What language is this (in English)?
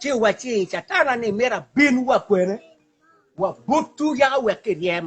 Acoli